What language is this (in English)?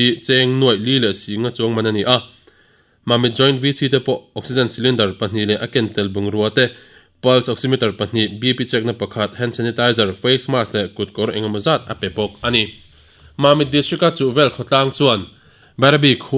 Mizo